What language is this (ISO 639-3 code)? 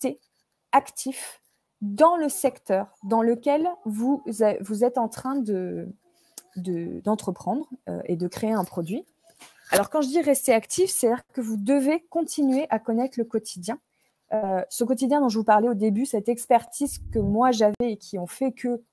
fra